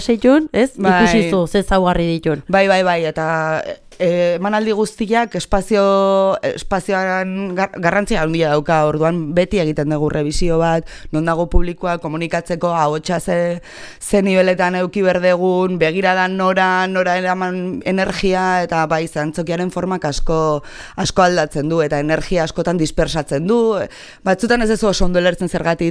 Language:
Basque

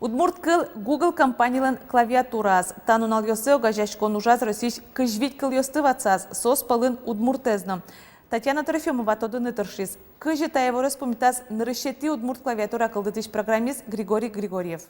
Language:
Udmurt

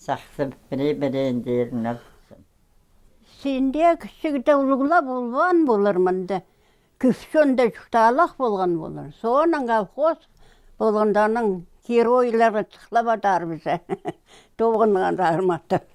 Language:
Khakas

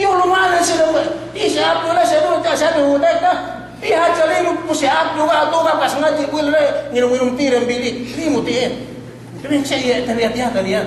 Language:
Yakan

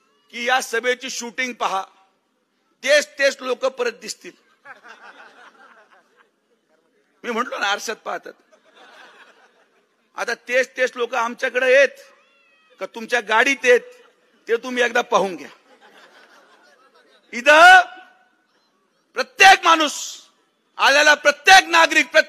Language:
Marathi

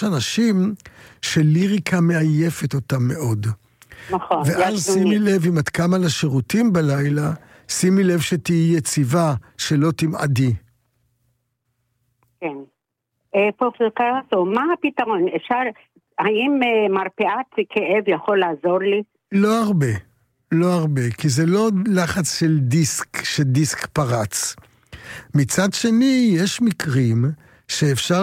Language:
Hebrew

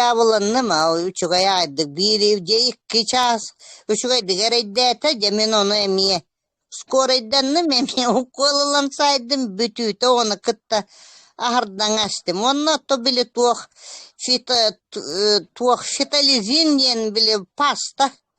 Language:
Yakut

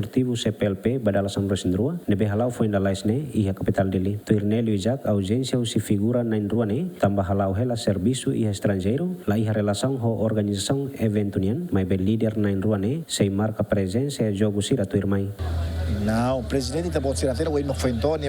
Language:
Tetum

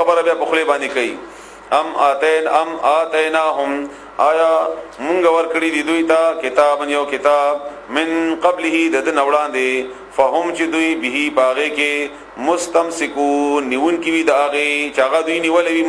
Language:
Pashto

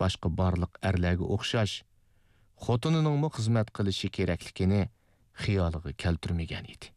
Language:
Uyghur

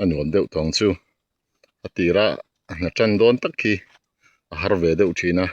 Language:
Mizo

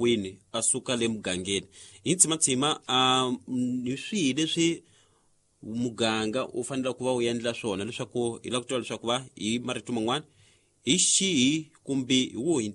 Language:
Tsonga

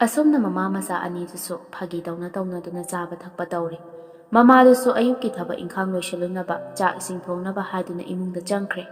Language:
Manipuri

